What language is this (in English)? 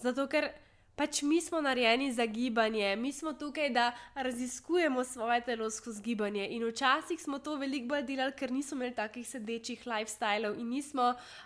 Slovenian